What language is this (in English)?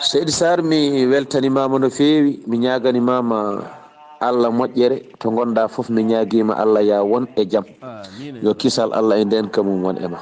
Fula